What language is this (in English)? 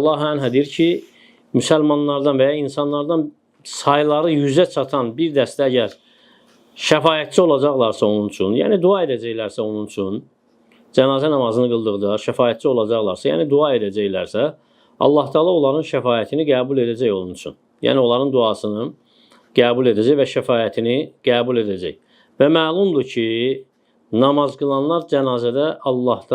Azerbaijani